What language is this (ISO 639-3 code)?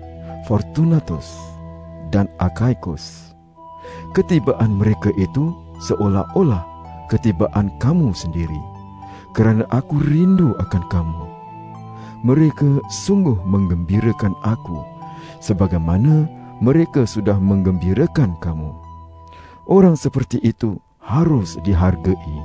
msa